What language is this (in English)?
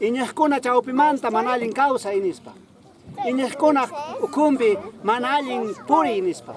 Quechua